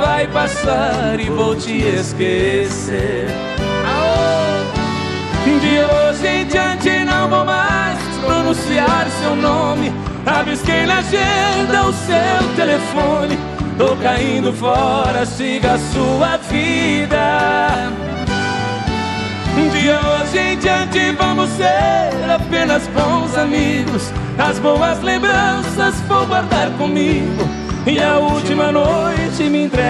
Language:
Portuguese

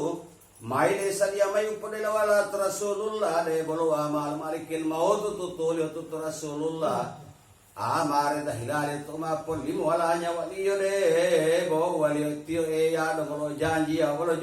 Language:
Gorontalo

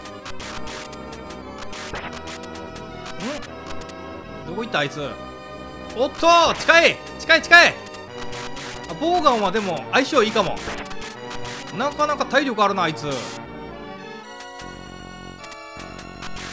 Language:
Japanese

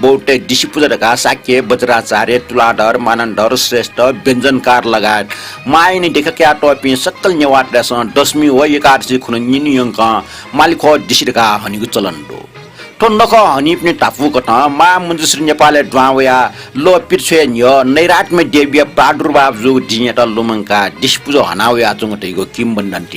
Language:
Newari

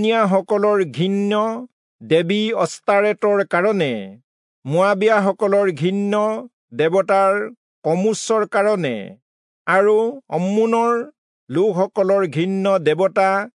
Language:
Assamese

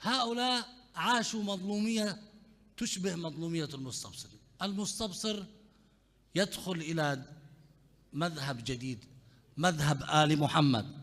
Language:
Mesopotamian Arabic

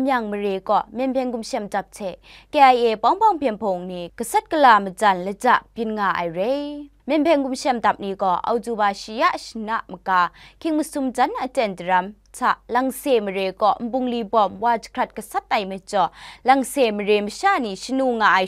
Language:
Kachin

